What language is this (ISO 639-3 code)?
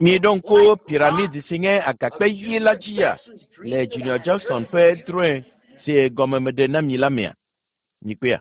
ewe